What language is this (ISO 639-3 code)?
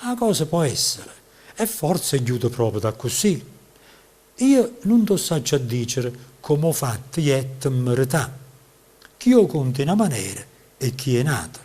nap